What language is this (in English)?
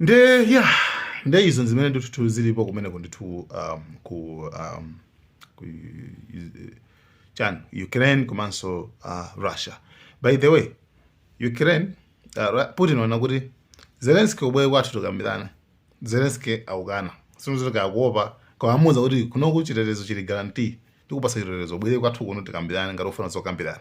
Nyanja